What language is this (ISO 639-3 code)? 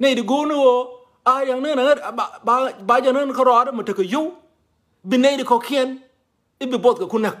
nus